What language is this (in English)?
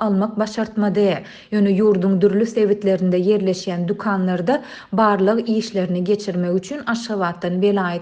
Turkmen